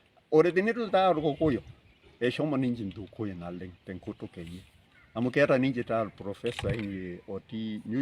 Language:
Masai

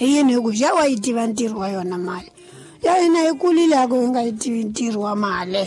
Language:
Tsonga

